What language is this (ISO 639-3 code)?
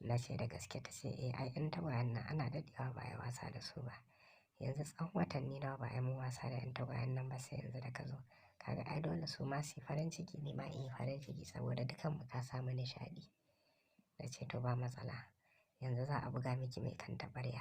hau